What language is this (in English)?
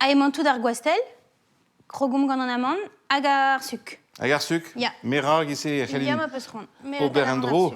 Breton